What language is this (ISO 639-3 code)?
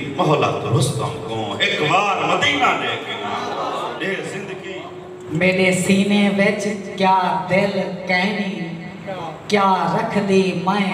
skr